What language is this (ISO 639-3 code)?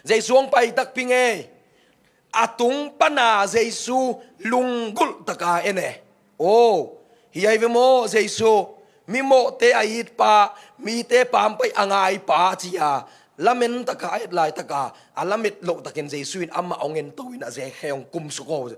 ctd